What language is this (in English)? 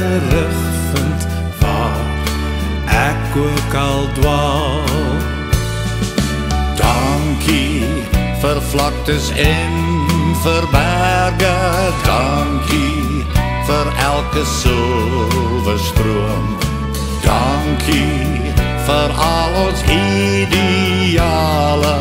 Afrikaans